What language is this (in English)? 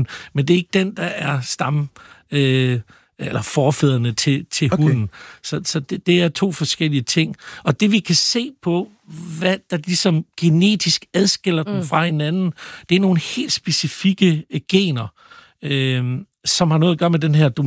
Danish